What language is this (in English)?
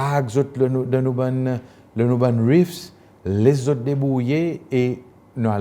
Seselwa Creole French